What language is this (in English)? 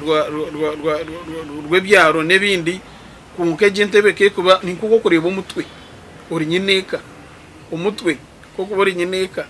Nyankole